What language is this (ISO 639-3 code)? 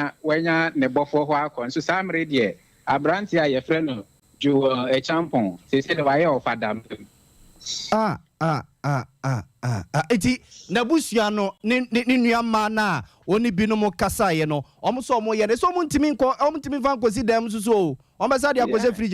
aka